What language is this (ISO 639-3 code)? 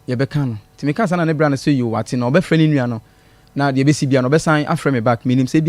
aka